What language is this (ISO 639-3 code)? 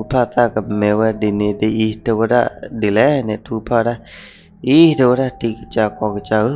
ksw